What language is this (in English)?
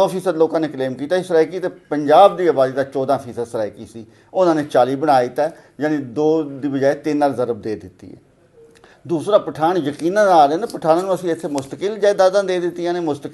Western Panjabi